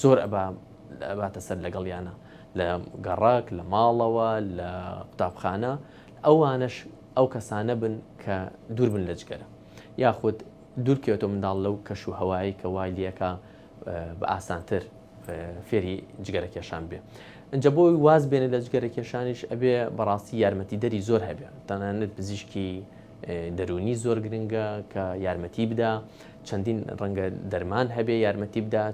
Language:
Central Kurdish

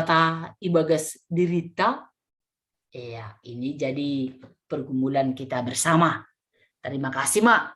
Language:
Batak Simalungun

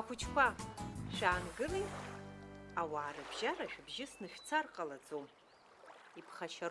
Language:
Abkhazian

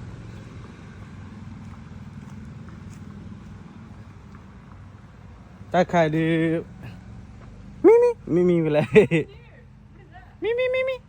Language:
S'gaw Karen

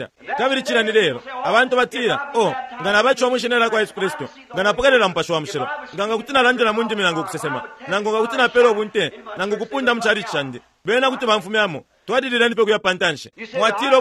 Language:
Bemba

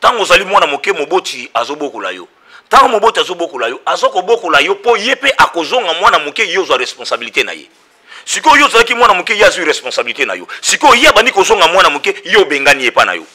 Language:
Lingala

